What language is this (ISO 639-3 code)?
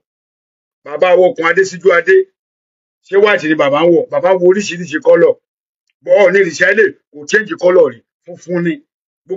yor